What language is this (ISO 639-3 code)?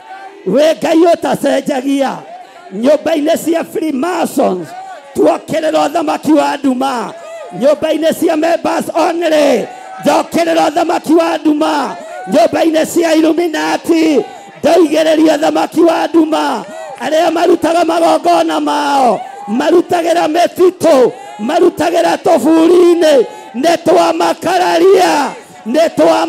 kik